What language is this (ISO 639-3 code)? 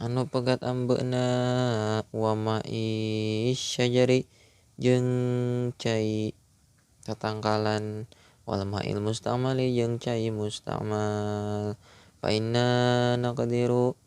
sun